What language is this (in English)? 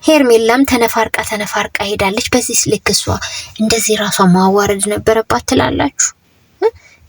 Amharic